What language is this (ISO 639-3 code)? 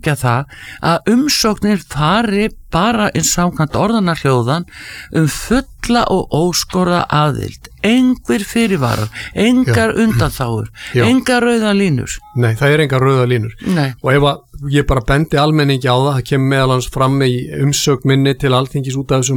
isl